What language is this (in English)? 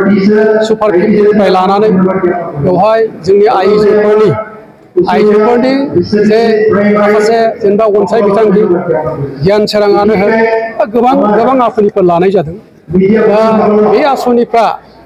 Bodo